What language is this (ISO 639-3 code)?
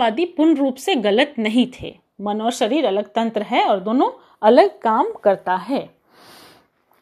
hin